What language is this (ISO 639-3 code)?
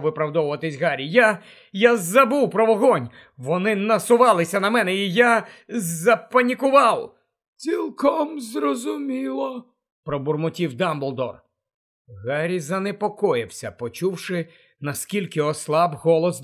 ukr